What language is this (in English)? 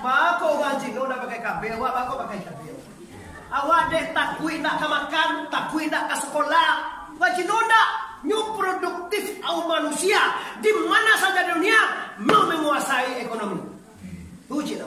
Minangkabau